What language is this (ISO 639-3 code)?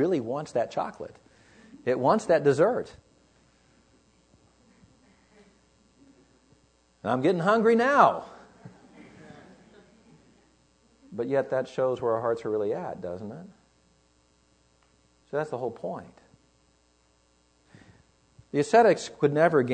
eng